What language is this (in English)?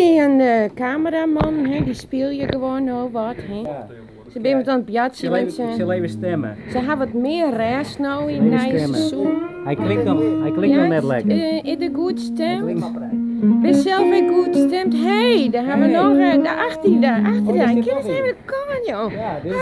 Western Frisian